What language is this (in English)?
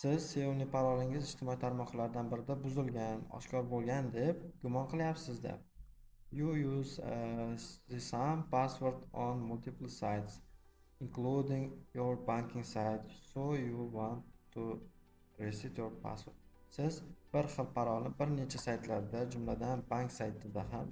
Uzbek